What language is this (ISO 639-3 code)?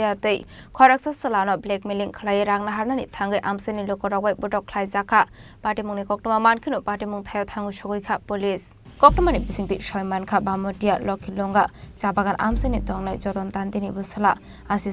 trp